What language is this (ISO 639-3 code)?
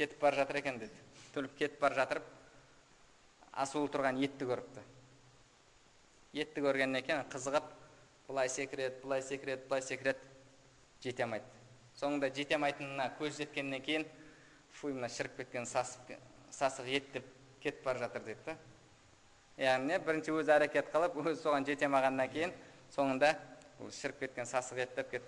kaz